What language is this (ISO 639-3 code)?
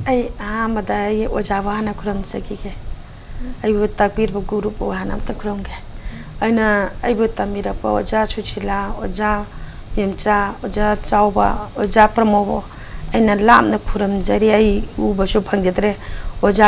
mni